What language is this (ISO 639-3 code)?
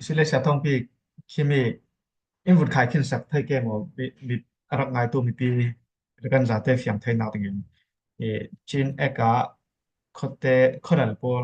cfm